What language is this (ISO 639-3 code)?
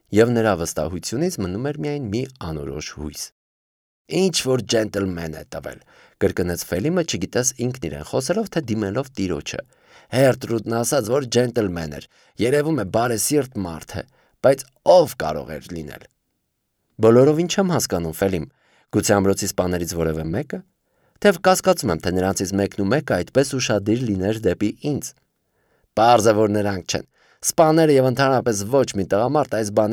hye